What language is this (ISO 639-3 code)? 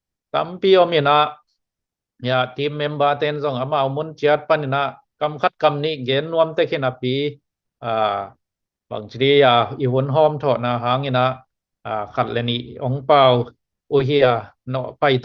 ctd